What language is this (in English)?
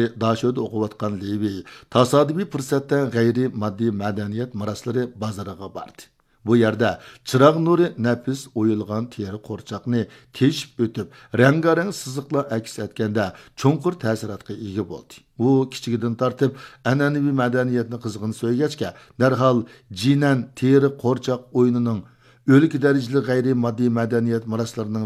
Uyghur